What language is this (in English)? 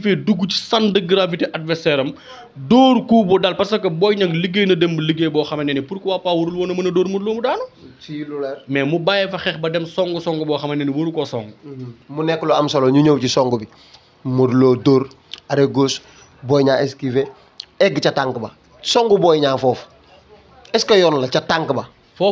Wolof